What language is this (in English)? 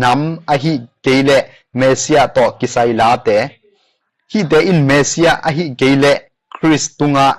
Tedim Chin